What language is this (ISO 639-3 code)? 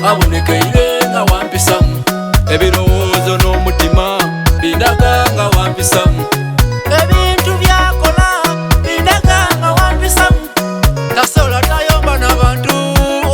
xog